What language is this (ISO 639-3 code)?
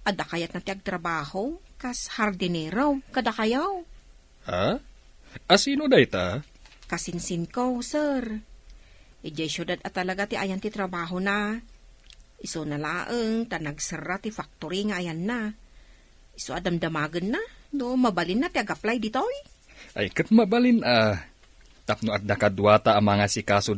ilo